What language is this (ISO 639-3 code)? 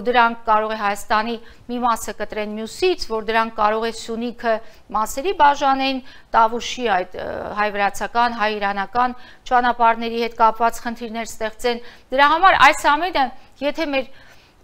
hye